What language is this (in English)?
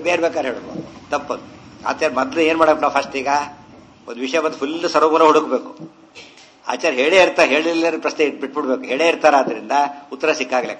Kannada